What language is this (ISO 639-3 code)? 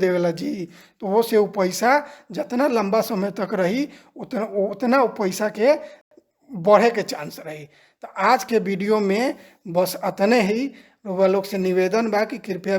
bho